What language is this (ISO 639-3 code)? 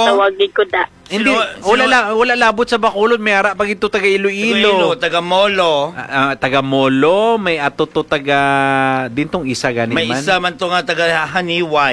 hil